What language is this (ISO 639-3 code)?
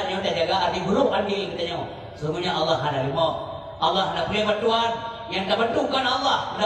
ace